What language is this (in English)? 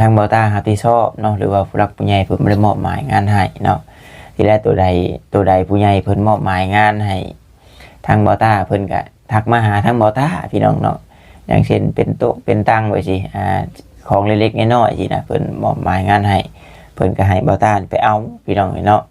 Lao